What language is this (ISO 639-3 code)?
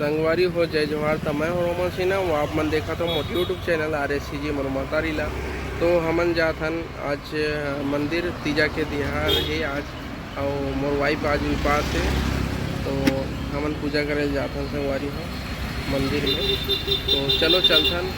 hne